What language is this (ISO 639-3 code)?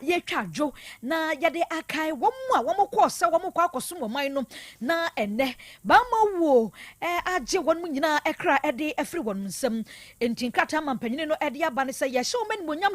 aka